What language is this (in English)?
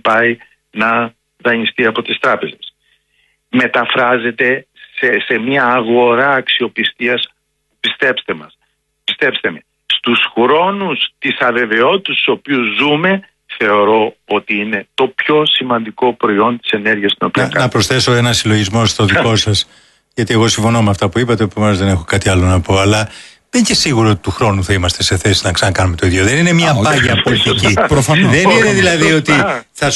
Greek